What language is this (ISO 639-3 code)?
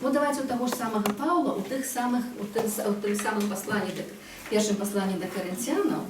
bel